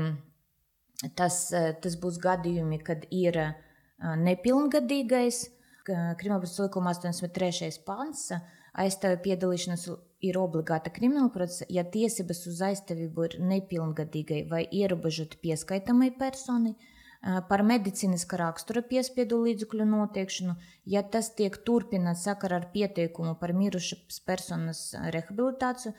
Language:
Latvian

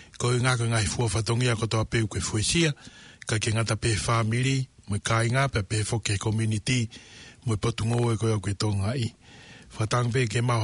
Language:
Tongan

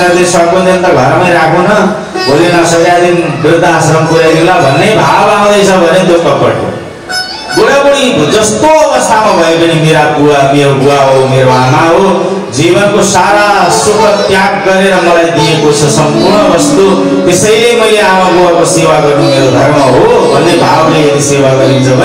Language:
Nepali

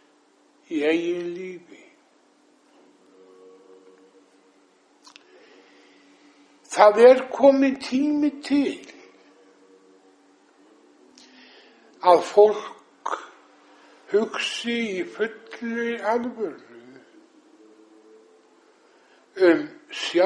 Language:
Icelandic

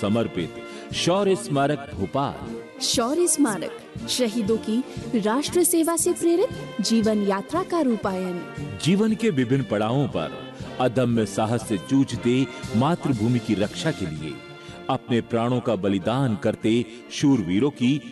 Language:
Hindi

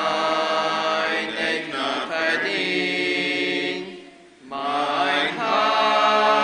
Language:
Plautdietsch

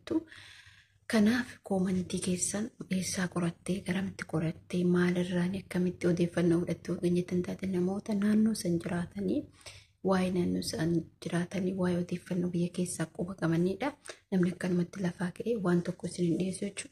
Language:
Oromo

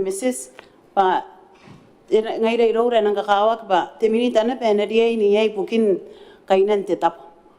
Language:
Gilbertese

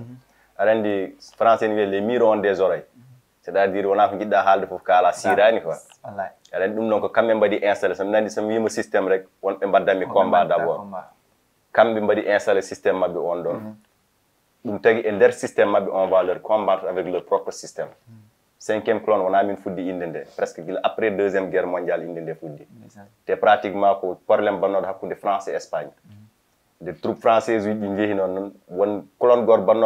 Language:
Fula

